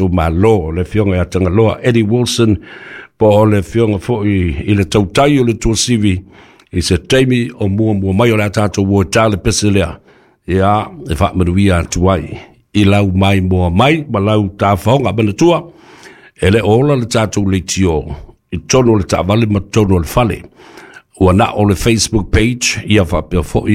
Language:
Samoan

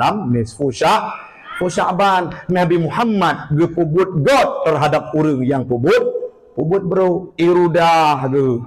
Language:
Achinese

